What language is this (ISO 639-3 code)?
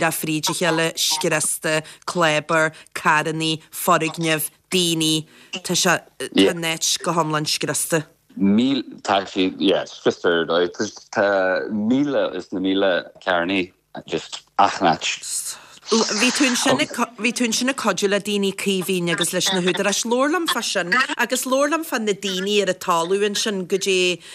gle